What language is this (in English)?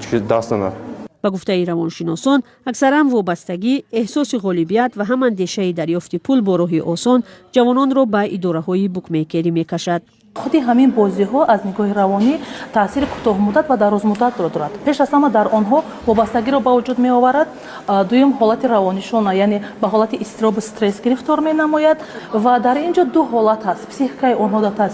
Tajik